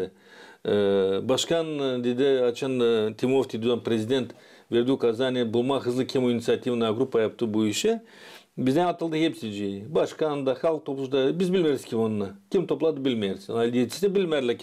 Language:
Gagauz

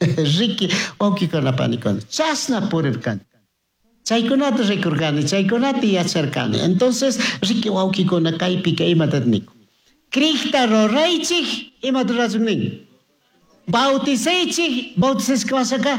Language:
Chimborazo Highland Quichua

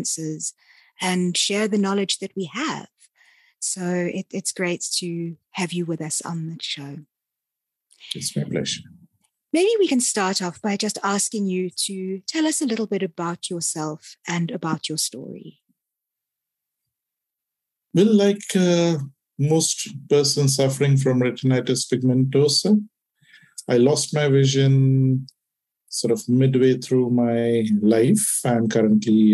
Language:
English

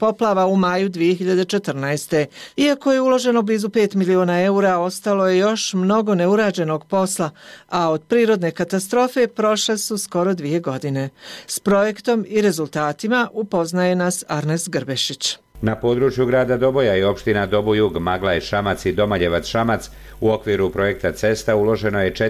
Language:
Bosnian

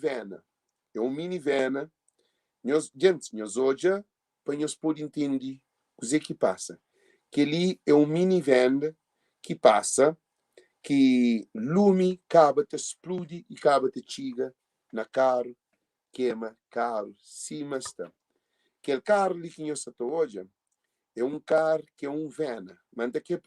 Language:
Kabuverdianu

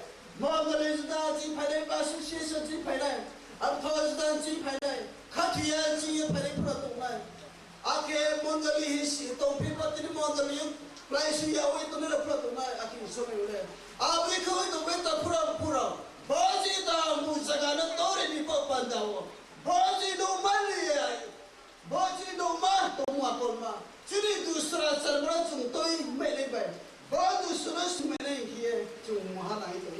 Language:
Riang (India)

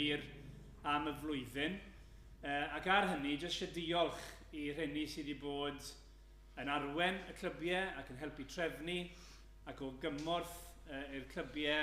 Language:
Welsh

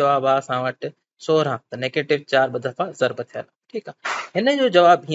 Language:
Sindhi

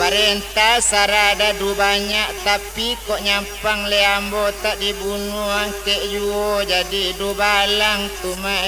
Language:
Minangkabau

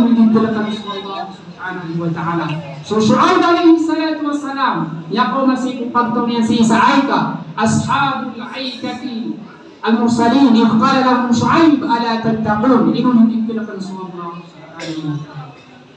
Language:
Maranao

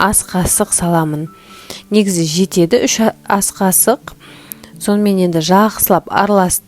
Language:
Kazakh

